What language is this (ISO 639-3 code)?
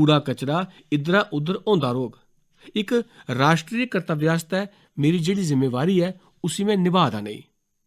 doi